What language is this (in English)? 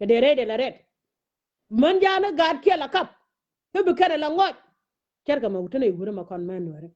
Nuer